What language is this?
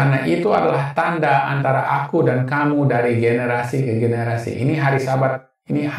Indonesian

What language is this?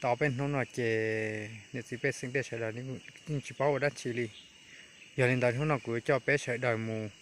Hmong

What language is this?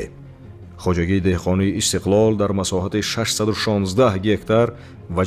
Tajik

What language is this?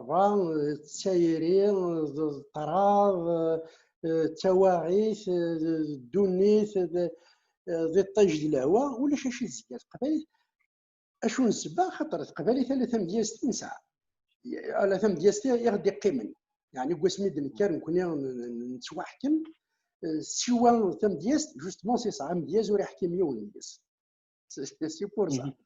Kabyle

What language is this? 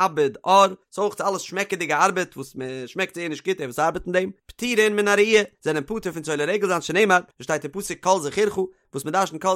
Yiddish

